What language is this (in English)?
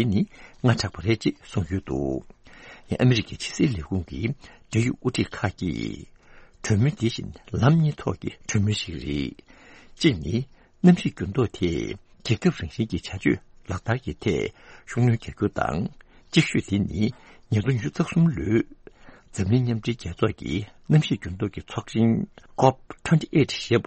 Tibetan